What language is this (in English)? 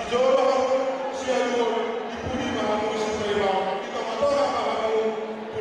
Batak Toba